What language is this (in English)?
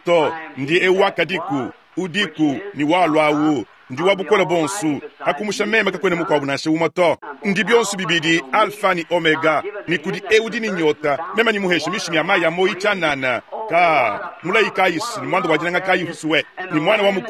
Luba-Lulua